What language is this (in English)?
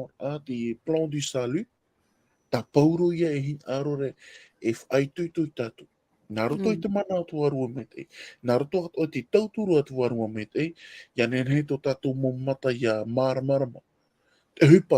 Tahitian